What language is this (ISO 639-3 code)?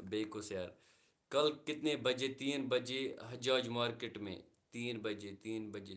kas